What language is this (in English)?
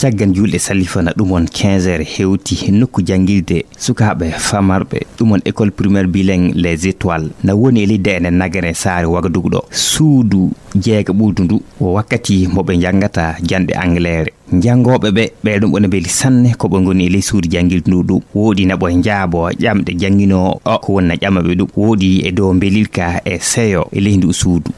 Nigerian Fulfulde